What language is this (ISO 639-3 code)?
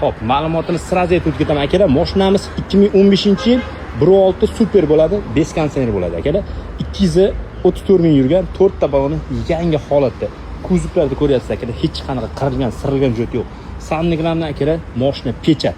uzb